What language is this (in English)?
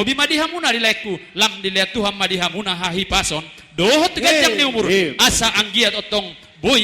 Batak Toba